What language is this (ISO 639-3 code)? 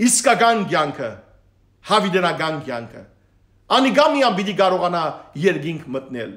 hyw